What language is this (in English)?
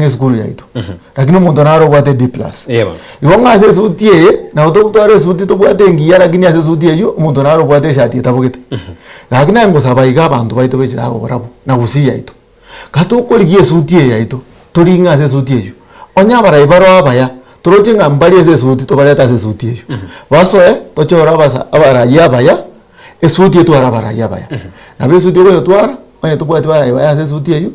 Gusii